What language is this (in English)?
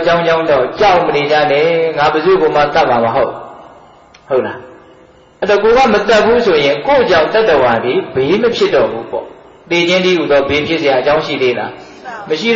Burmese